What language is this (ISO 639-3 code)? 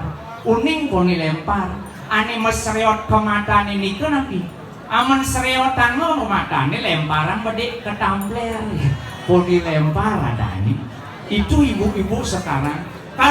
ban